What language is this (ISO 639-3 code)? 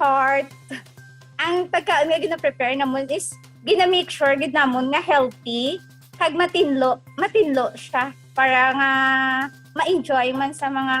hil